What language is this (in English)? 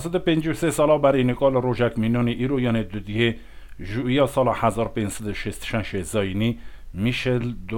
Kurdish